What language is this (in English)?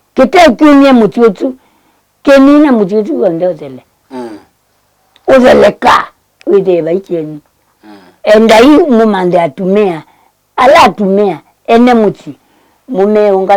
Kamba